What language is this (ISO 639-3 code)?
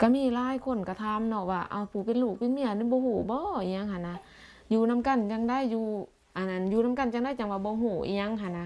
lao